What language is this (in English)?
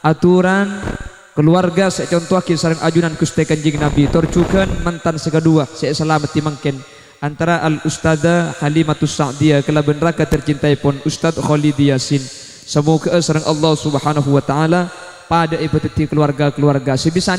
Madurese